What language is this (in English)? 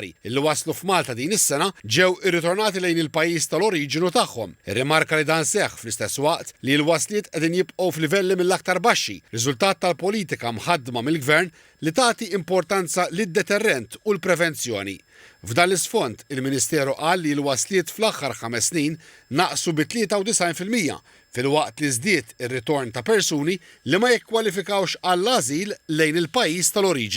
Maltese